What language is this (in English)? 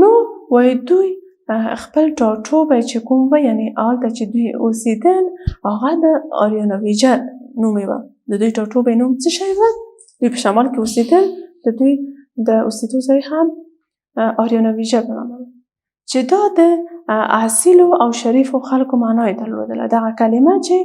Pashto